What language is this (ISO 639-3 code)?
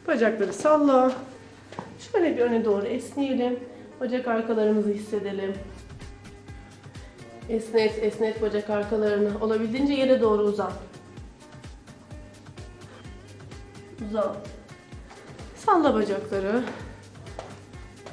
tur